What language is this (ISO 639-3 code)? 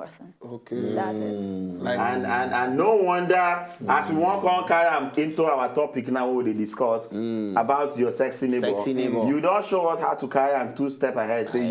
pcm